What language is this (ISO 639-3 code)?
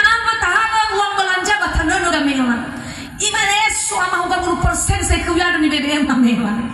nia